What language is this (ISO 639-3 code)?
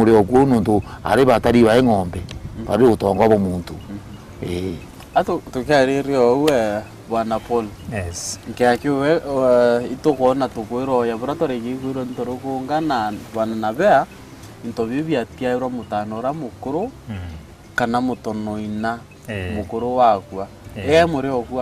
mer